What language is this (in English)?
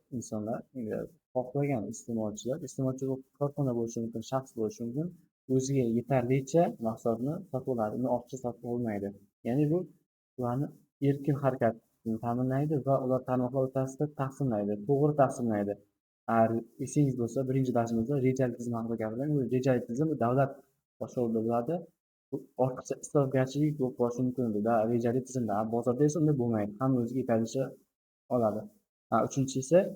Uzbek